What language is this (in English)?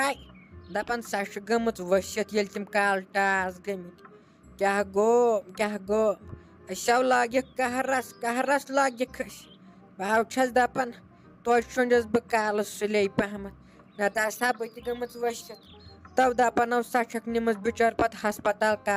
Kashmiri